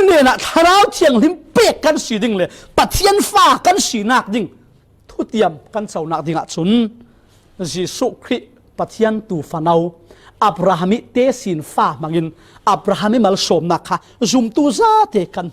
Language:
Falam Chin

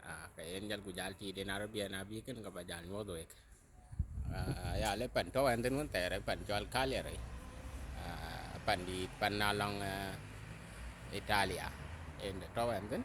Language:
Dinka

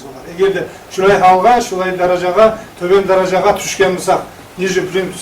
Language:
Kumyk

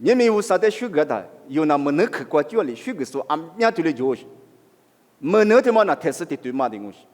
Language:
Lisu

